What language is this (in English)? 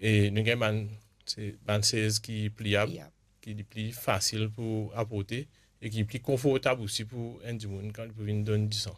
Morisyen